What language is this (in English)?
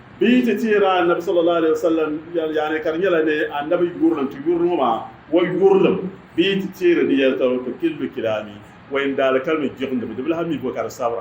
Dagbani